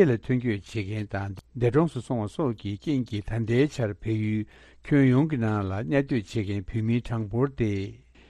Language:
Tibetan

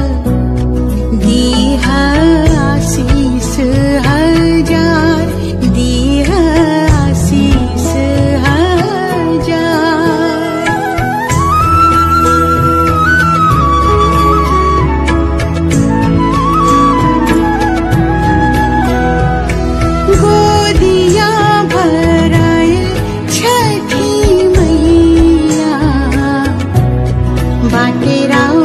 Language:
Bhojpuri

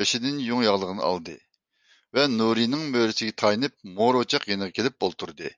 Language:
Uyghur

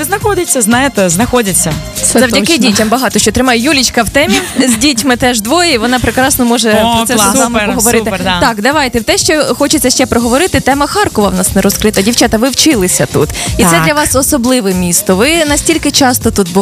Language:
Ukrainian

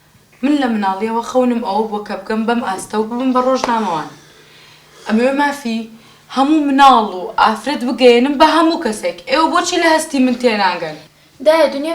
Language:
Central Kurdish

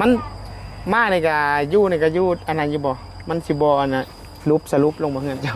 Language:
Northeastern Thai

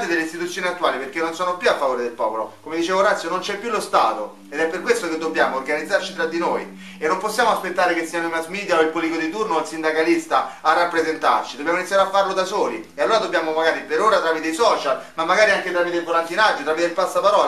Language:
Italian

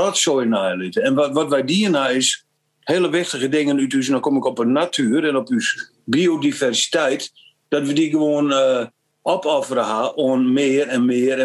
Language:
Western Frisian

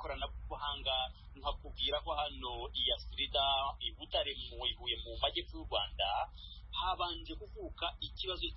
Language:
Kinyarwanda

